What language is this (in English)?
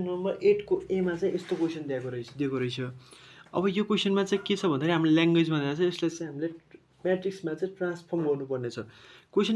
Nepali